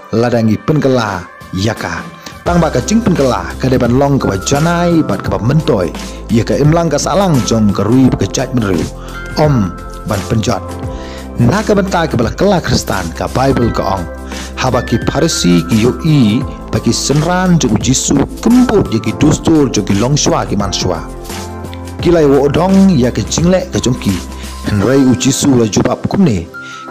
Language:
Khasi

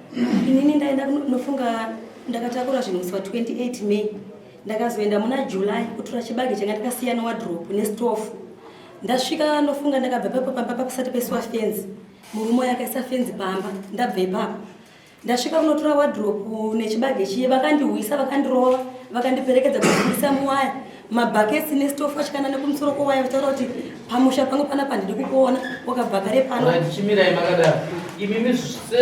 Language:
Shona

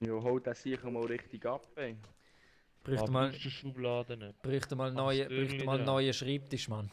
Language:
Swiss German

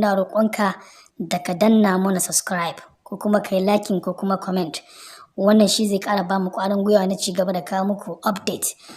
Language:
Hausa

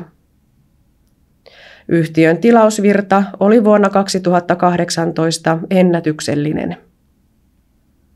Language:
Finnish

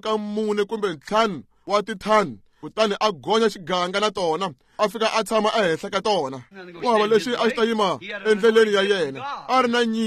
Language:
Tsonga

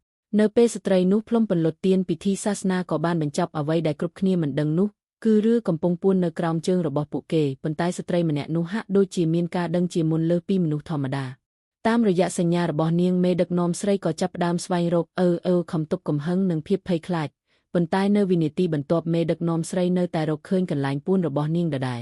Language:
Khmer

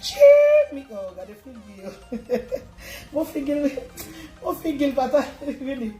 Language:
Haitian Creole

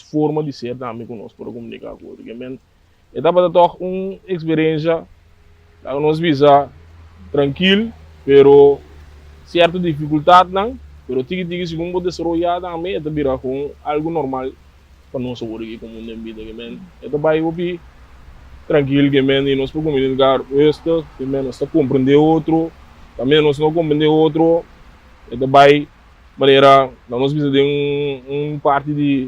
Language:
Papiamento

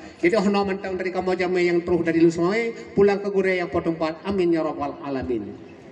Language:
Achinese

